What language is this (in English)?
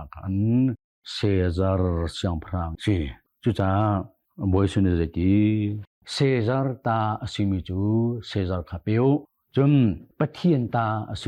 Hakha Chin